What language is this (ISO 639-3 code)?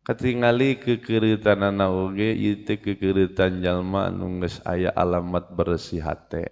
sun